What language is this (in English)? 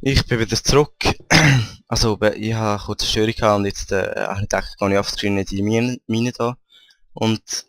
Swiss German